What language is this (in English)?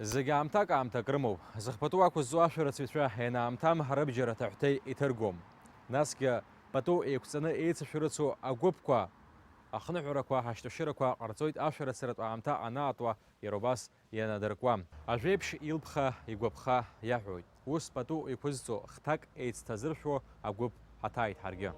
Abkhazian